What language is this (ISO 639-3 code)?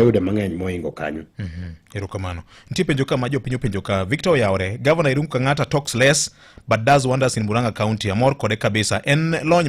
luo